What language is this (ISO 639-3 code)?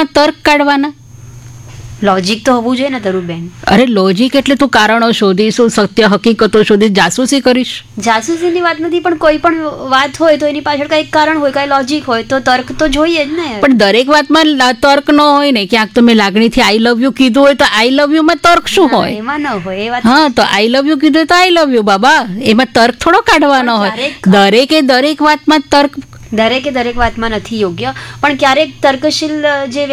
guj